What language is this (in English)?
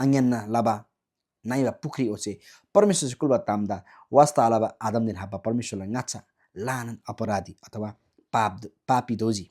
Eastern Tamang